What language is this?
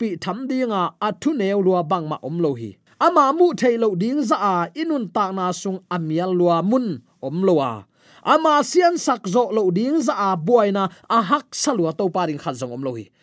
Tedim Chin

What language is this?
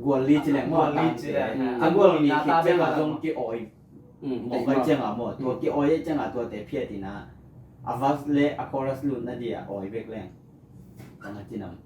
Tedim Chin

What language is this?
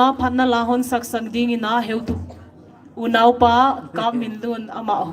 Paite Chin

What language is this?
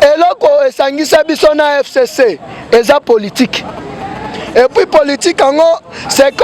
Lingala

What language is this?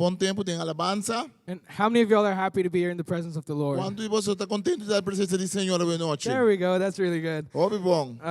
Papiamento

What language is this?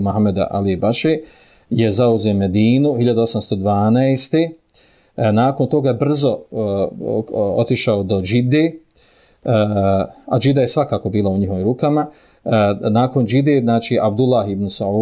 Bosnian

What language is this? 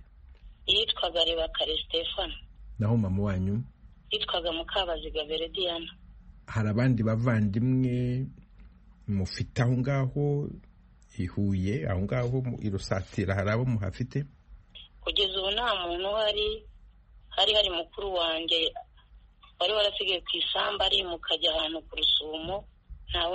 Kinyarwanda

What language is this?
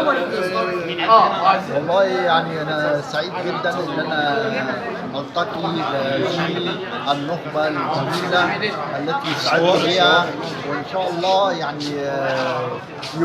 Egyptian Arabic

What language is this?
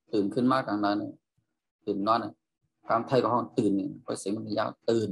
Shan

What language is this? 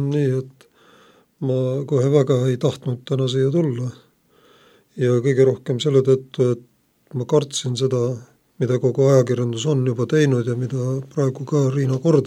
Estonian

